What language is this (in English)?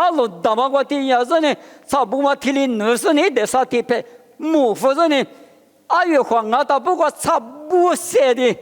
Lisu